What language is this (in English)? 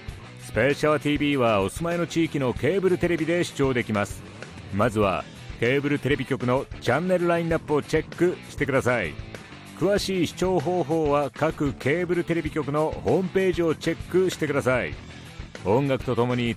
Japanese